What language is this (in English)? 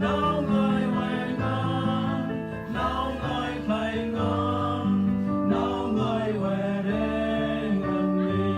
Central Mnong